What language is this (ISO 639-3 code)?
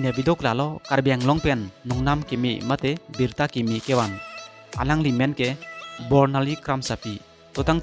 mjw